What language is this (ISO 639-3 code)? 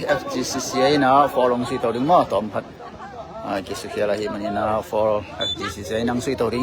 ctd